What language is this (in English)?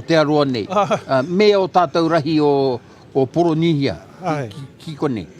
Māori